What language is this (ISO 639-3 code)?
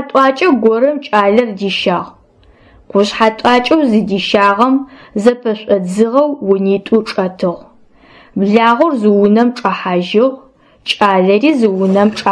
ady